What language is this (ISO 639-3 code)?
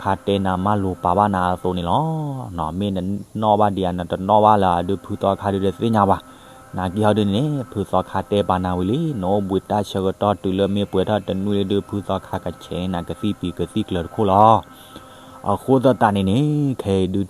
ksw